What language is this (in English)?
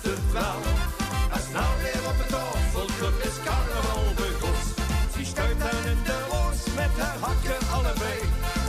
Limburgish